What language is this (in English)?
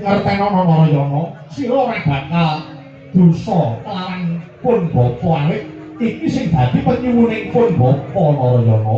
Javanese